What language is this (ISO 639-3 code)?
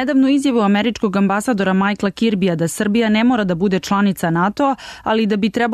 srp